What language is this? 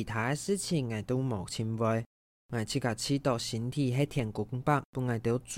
Hakka Chinese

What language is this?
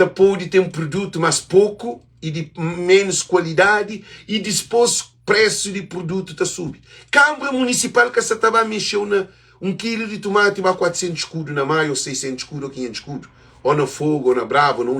Kabuverdianu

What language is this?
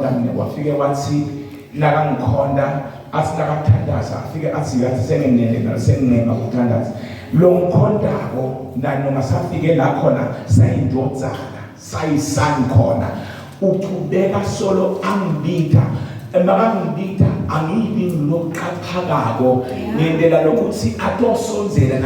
Zulu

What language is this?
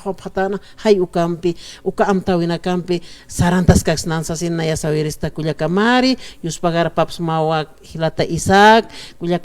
Aymara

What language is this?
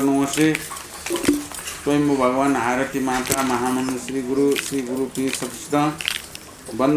Newari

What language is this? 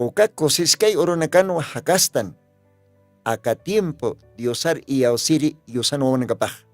Aymara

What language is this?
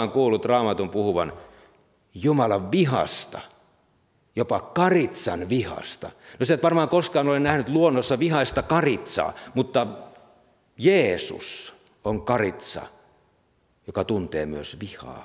Finnish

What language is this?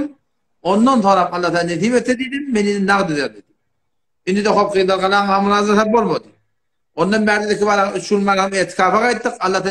Turkmen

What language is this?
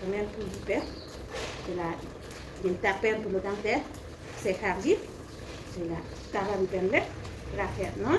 Karbi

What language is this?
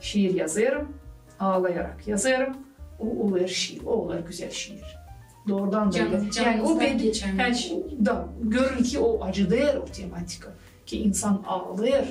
Gagauz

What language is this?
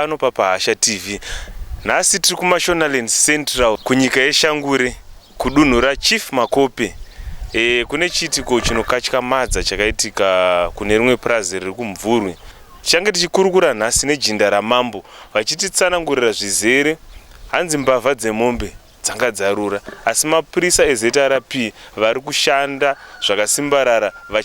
Shona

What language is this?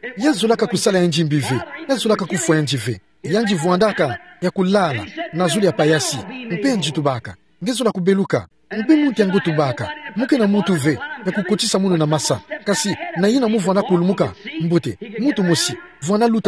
Kituba (Democratic Republic of Congo)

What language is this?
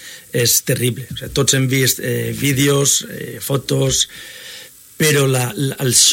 Catalan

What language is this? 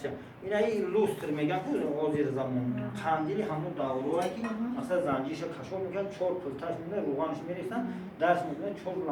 Tajik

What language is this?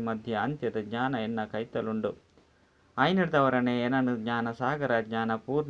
Tulu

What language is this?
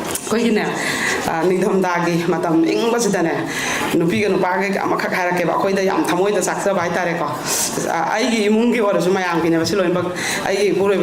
Manipuri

